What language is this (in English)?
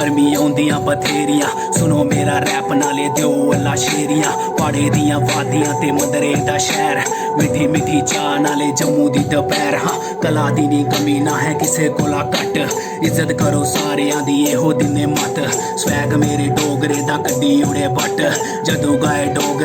Dogri